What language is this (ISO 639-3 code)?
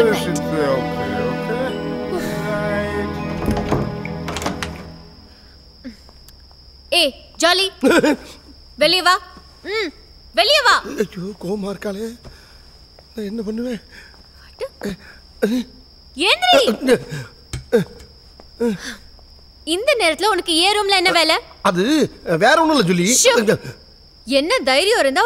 tam